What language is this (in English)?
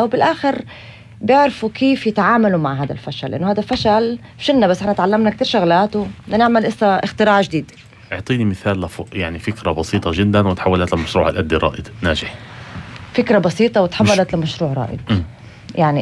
North Levantine Arabic